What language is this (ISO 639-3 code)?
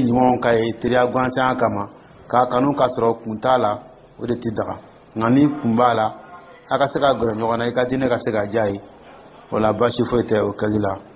dyu